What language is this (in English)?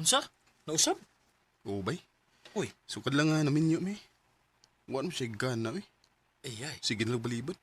Cebuano